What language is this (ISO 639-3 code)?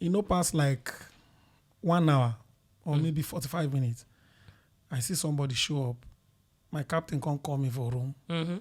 pcm